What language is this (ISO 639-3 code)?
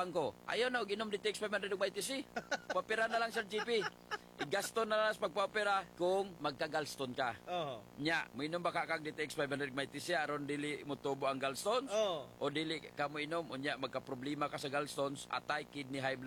ceb